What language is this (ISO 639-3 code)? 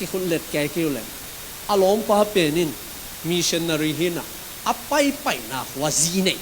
ctd